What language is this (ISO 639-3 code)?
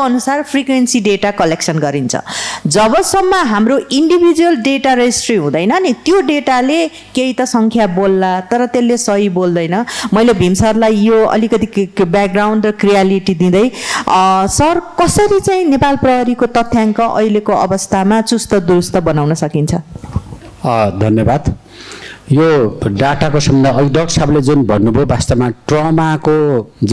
nep